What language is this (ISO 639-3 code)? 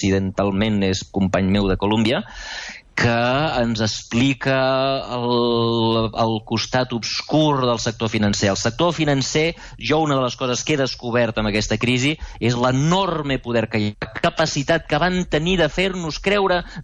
cat